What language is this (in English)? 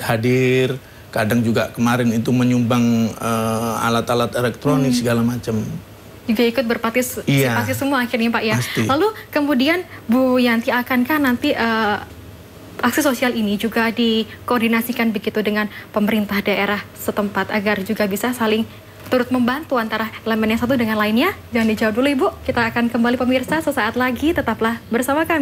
Indonesian